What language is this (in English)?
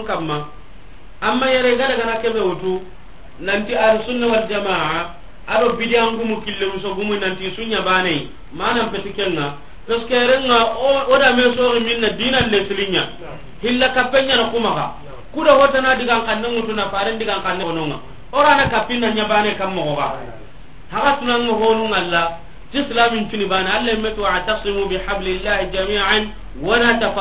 Soninke